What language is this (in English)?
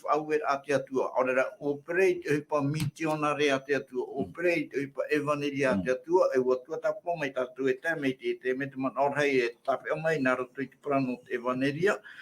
Tahitian